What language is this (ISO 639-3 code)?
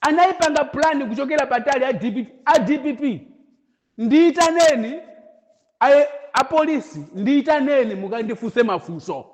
nya